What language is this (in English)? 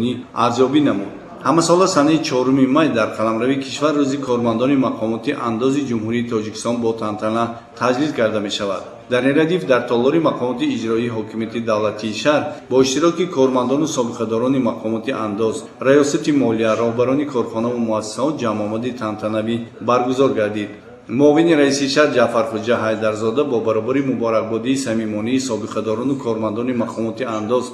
Tajik